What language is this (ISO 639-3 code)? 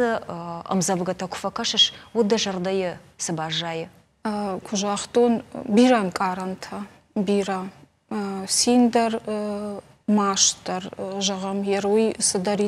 oss